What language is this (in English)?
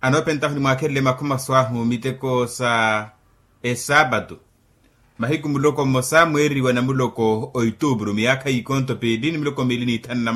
Makhuwa